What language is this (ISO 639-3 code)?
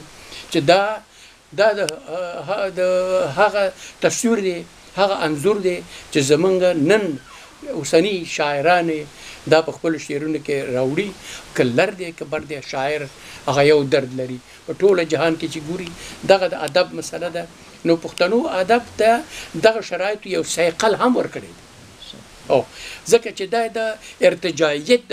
pus